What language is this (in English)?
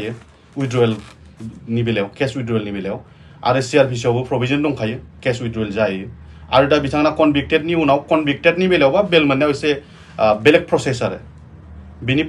Bodo